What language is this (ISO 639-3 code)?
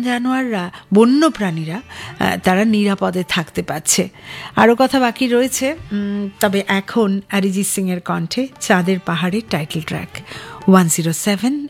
ben